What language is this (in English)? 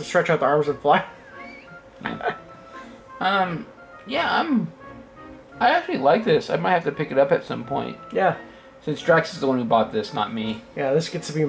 English